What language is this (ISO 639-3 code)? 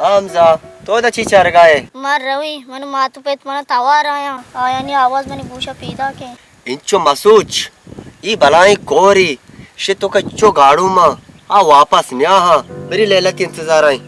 bal